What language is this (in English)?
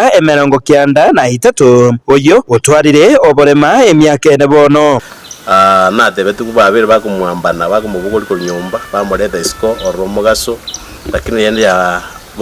Gusii